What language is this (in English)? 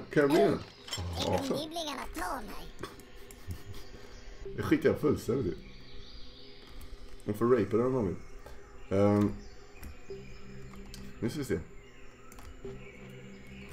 Swedish